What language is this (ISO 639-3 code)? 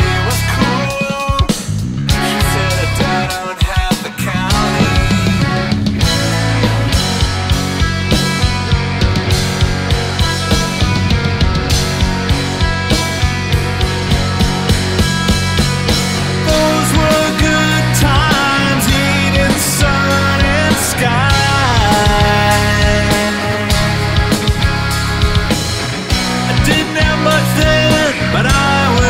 eng